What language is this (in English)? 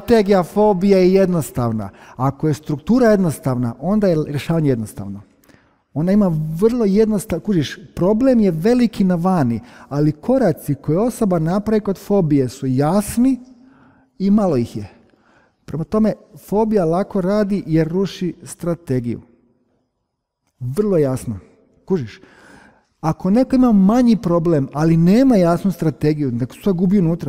Croatian